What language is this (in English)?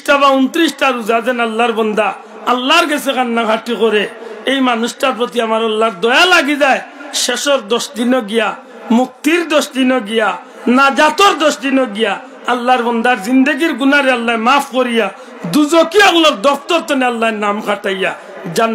Sylheti